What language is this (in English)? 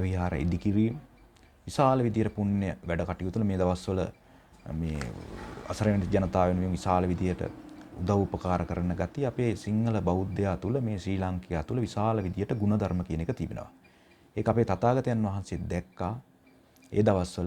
Sinhala